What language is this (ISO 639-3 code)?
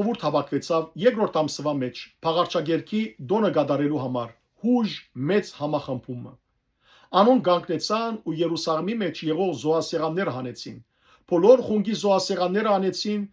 hyw